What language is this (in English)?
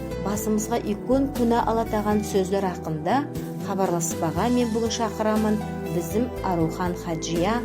Nogai